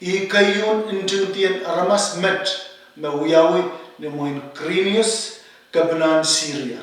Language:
Pohnpeian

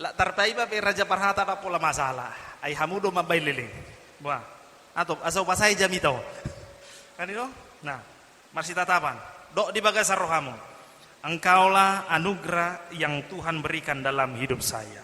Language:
Batak Toba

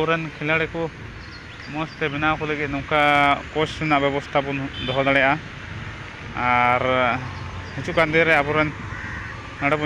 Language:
Santali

